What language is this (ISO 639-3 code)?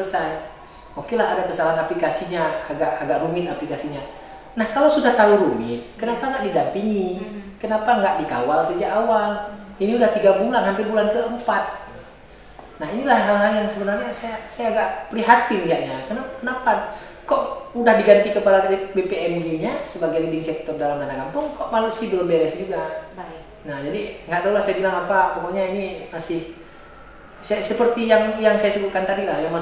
ind